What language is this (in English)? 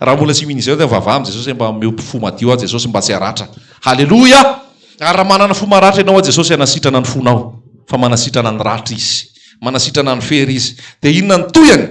Malagasy